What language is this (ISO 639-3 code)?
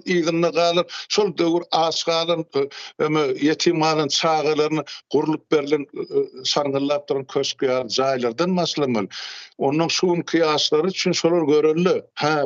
tuk